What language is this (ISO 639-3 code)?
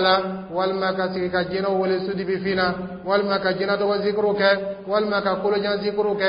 dyu